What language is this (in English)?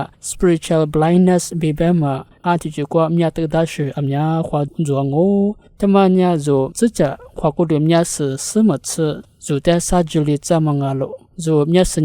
Lisu